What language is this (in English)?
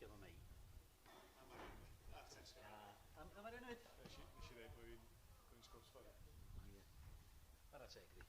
Welsh